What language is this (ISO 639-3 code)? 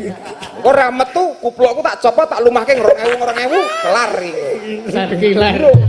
jav